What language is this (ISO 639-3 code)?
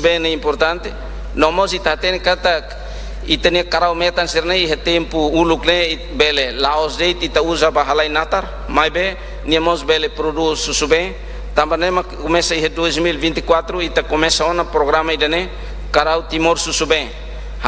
tet